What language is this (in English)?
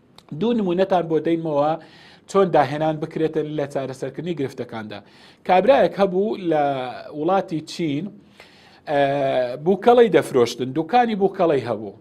Central Kurdish